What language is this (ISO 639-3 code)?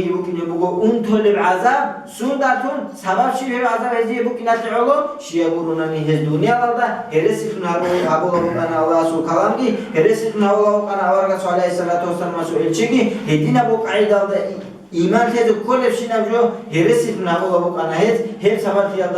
ava